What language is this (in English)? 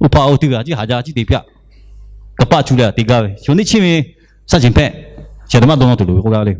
Lahu